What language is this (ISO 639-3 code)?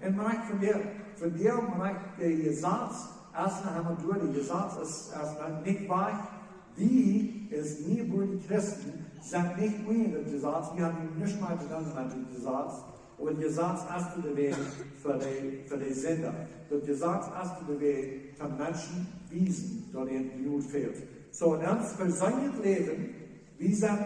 pdt